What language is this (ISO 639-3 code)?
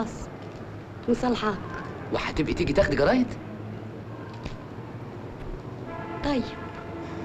arz